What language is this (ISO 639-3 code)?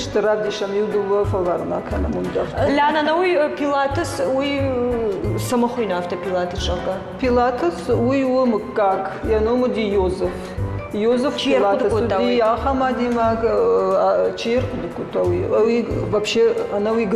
oss